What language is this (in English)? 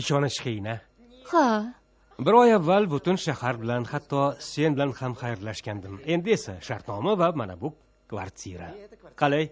Uzbek